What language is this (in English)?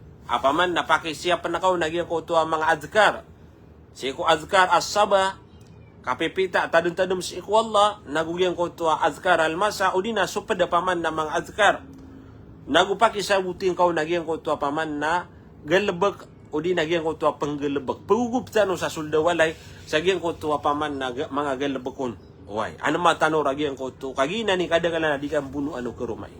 Maranao